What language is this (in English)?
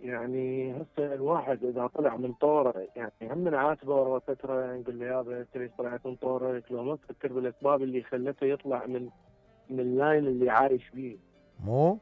Mesopotamian Arabic